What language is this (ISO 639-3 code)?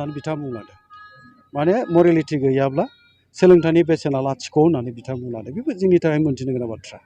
brx